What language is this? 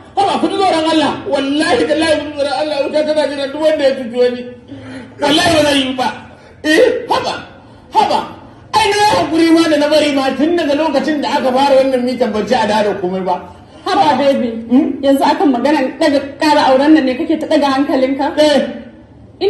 Hausa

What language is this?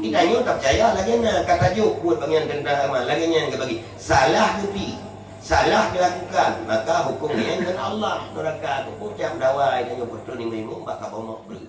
Achinese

